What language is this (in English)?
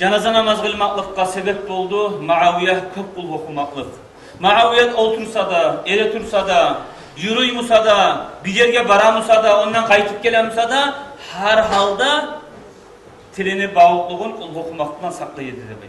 Kumyk